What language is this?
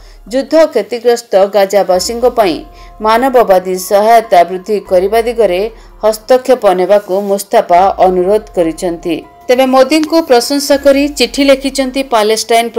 Odia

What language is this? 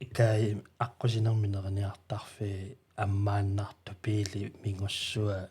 Kalaallisut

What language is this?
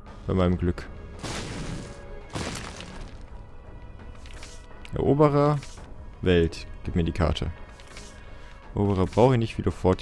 German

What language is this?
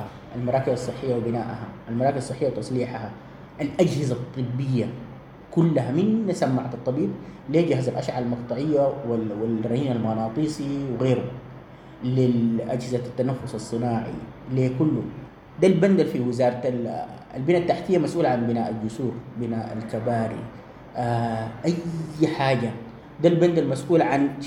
Sudanese Arabic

